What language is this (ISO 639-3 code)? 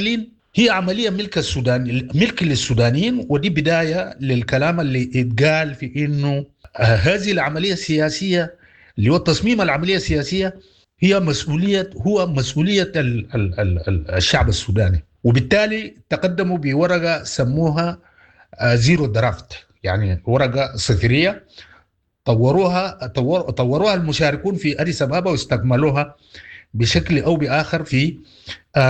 apd